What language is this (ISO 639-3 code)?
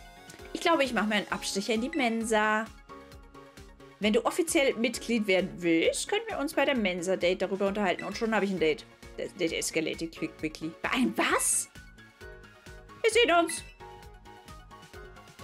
deu